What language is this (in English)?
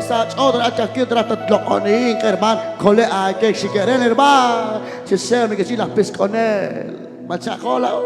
Kekchí